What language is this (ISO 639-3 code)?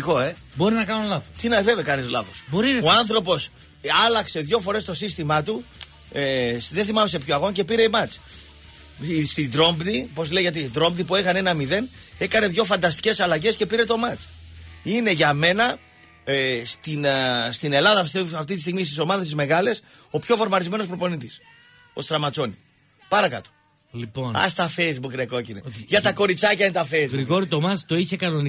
ell